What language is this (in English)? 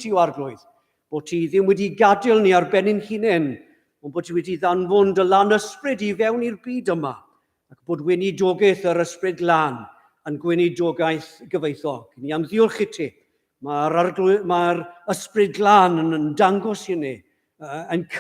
Welsh